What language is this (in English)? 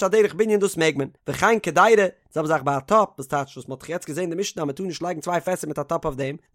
Yiddish